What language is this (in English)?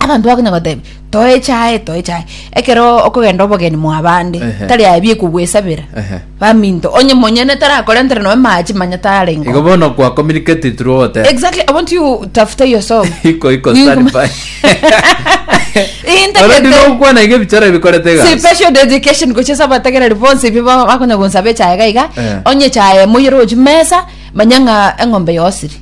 Gusii